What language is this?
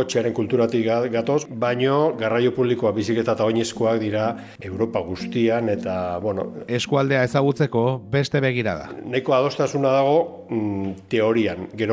Basque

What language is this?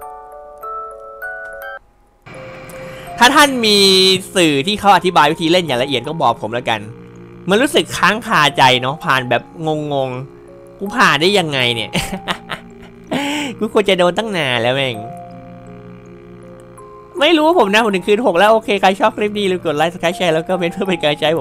Thai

